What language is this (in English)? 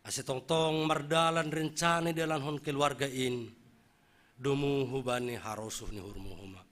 Batak Simalungun